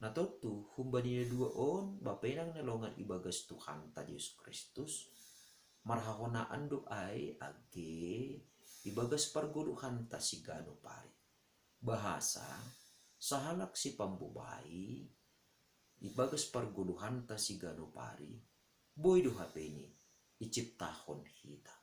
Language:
Batak Simalungun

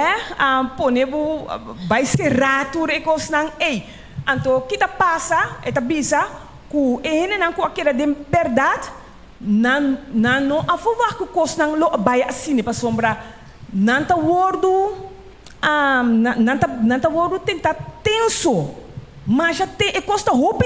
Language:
Papiamento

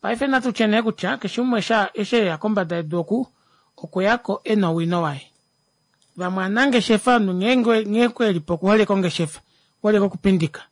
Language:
Kuanyama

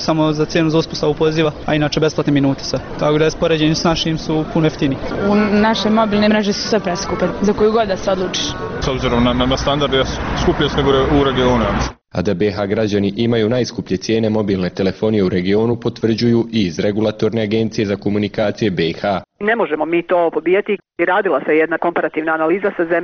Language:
Bosnian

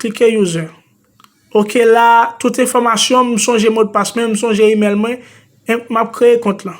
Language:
Haitian Creole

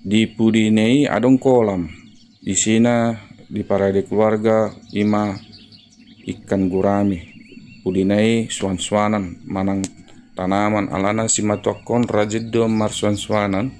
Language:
Batak Toba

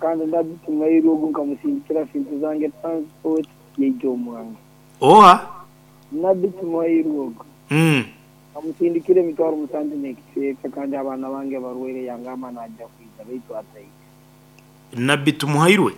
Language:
Nyankole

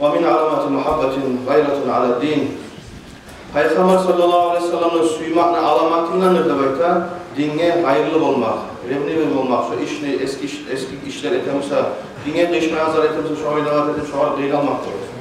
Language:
Kumyk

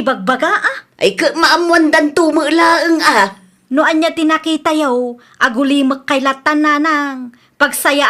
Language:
Iloko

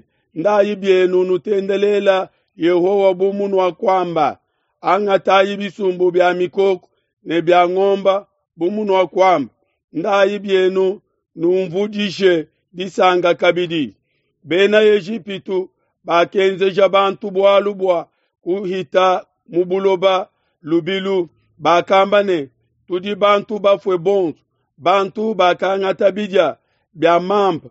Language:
Luba-Lulua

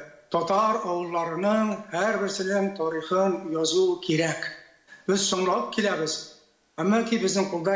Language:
Tatar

